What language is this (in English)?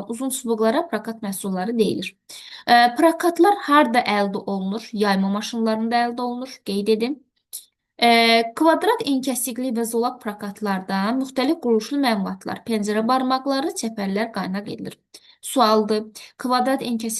Azerbaijani